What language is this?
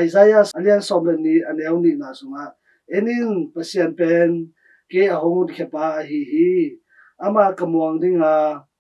Tedim Chin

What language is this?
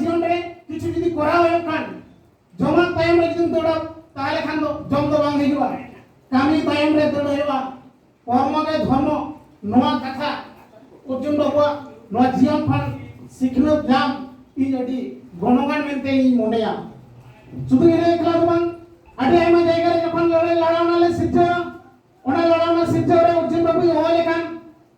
Santali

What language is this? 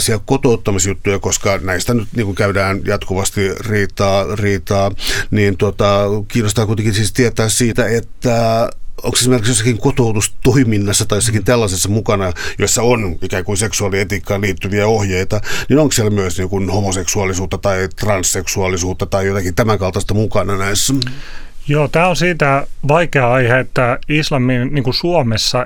Finnish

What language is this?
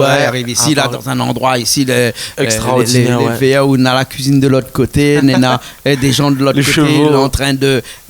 Réunion Creole French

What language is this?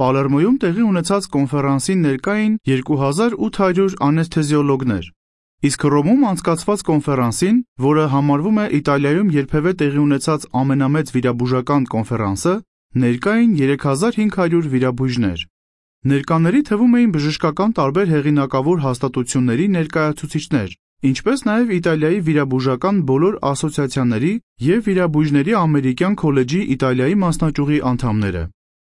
Armenian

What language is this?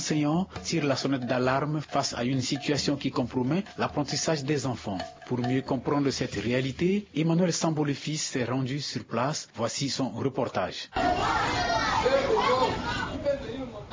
French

